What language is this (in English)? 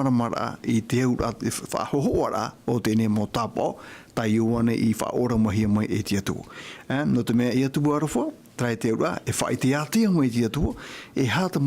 Tahitian